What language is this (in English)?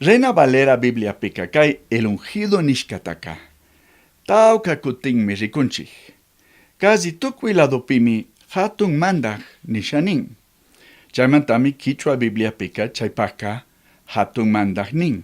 Chimborazo Highland Quichua